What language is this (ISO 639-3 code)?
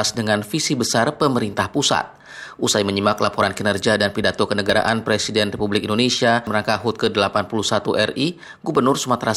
ind